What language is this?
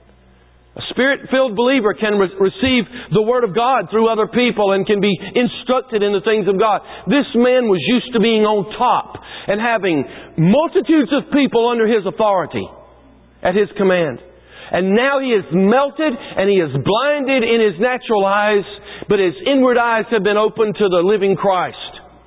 English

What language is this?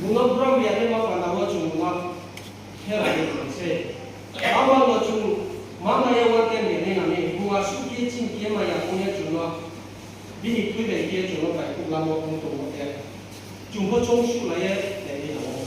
Riang (India)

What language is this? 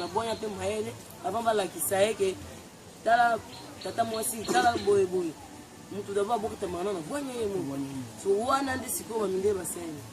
Lingala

